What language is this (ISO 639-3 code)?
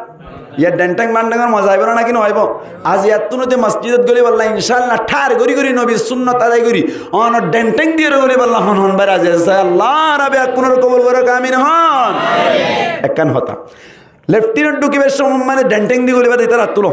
rhg